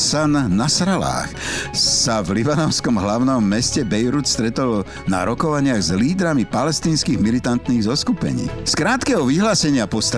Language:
Slovak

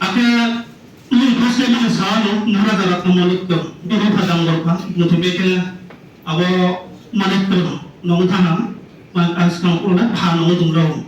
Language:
Riang (India)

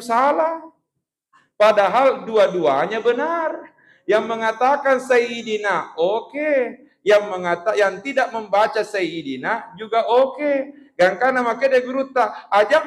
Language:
Buginese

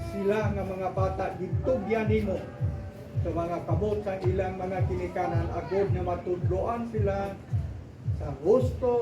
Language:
Hiligaynon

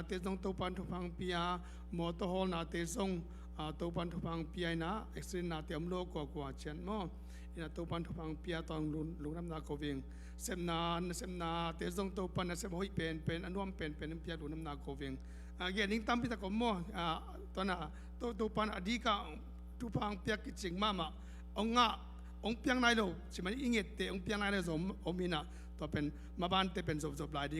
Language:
Tedim Chin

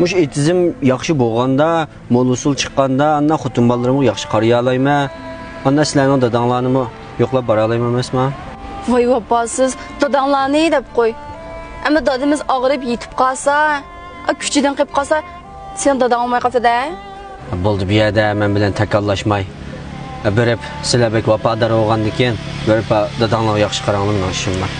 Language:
Uyghur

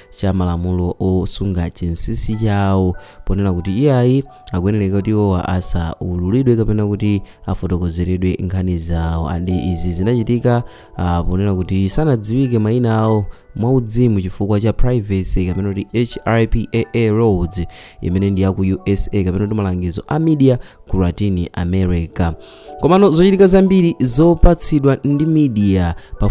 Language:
Nyanja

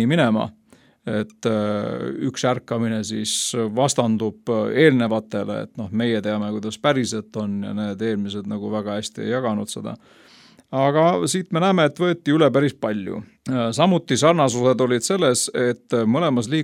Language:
Estonian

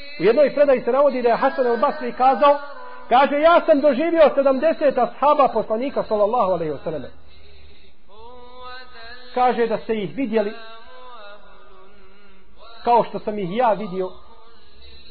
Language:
Bosnian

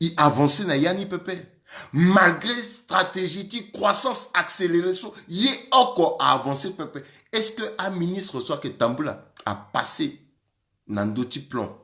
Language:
Sango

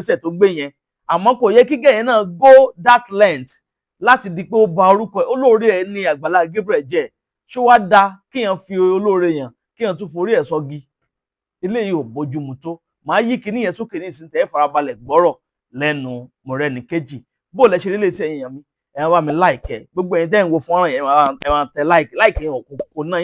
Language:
Yoruba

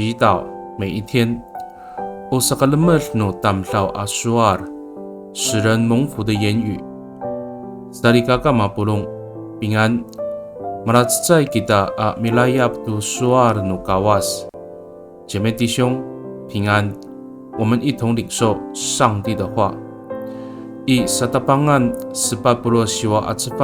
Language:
Amis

